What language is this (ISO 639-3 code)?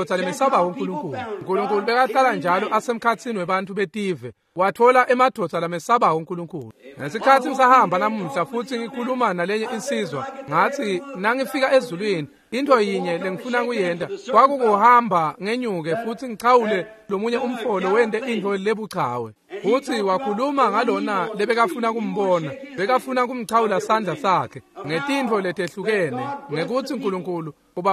ssw